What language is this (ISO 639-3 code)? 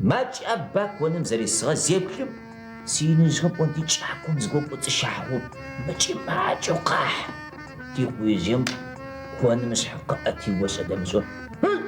ady